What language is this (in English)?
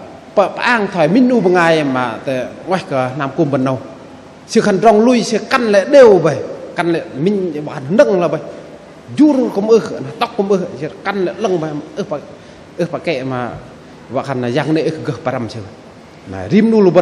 Bahnar